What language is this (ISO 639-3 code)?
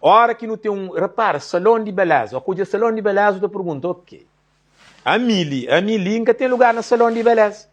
kea